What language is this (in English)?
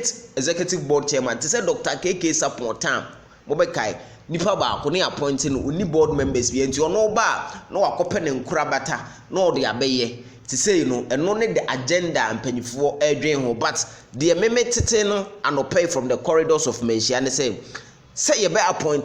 Akan